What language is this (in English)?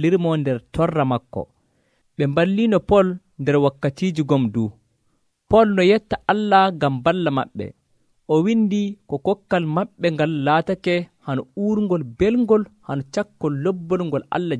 Nigerian Fulfulde